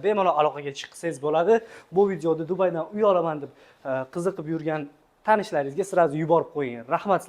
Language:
Uzbek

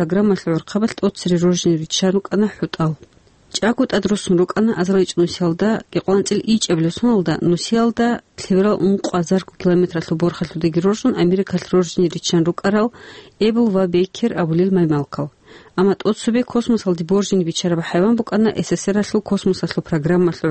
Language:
Avaric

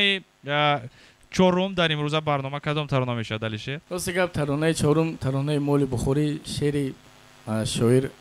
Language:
Tajik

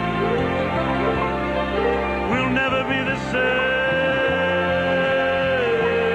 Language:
Hungarian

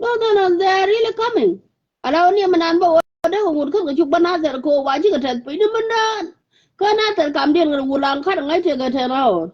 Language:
Nuer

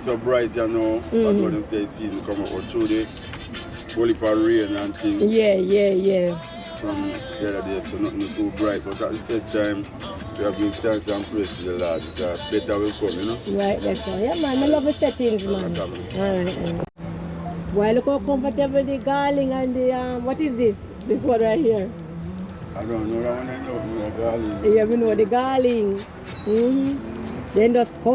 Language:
Jamaican Creole English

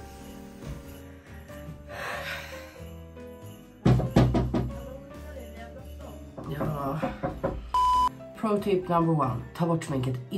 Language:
Swedish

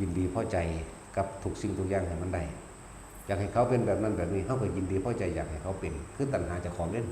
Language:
Northeastern Thai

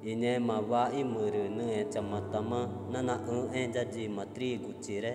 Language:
Ticuna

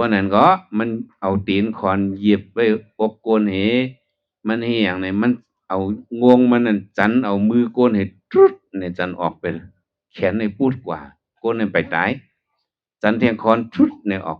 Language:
Shan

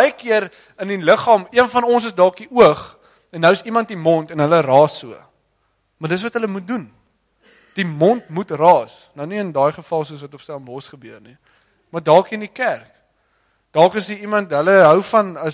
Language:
Afrikaans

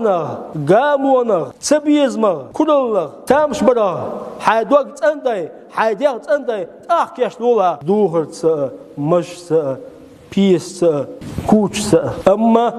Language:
Chechen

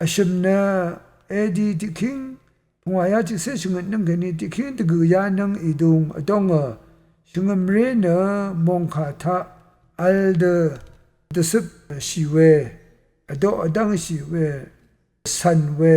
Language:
Rawang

